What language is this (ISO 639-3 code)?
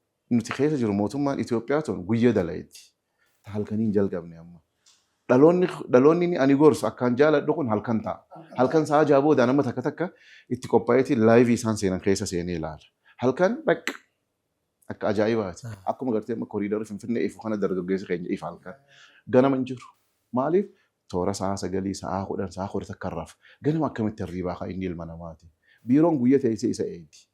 orm